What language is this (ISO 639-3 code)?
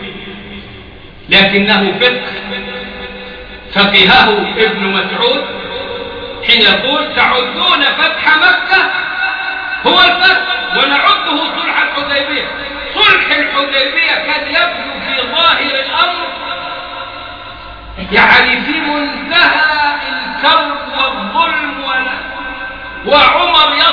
ara